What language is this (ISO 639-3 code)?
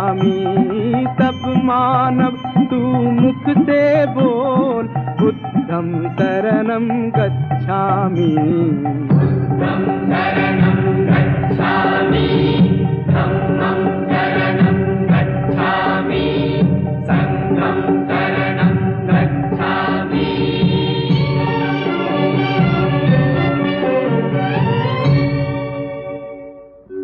hin